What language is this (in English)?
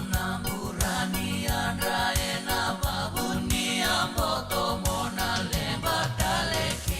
Fijian